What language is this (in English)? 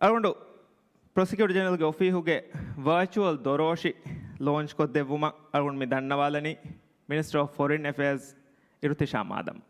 Divehi